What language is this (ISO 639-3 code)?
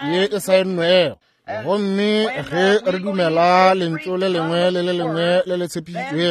nso